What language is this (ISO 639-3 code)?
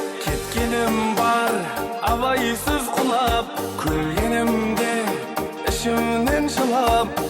kaa